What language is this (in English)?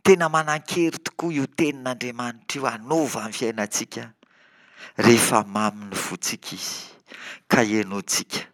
Malagasy